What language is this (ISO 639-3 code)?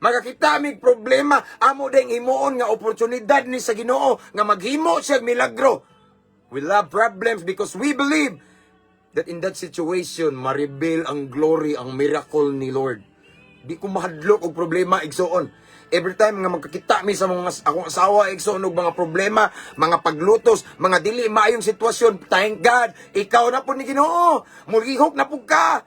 ceb